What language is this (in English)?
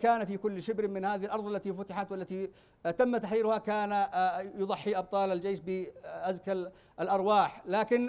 Arabic